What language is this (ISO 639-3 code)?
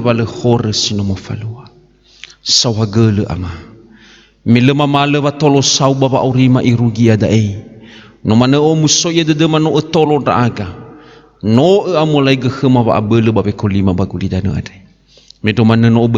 nia